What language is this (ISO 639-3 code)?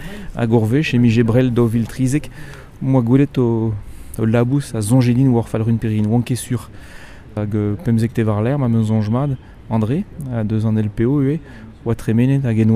bre